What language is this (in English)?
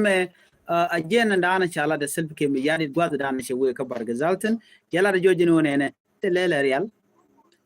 Nuer